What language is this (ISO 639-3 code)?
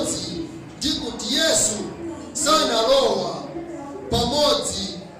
nya